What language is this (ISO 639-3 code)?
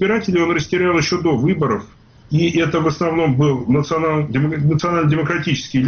rus